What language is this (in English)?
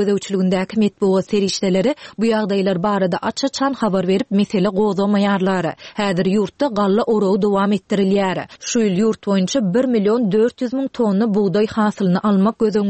Turkmen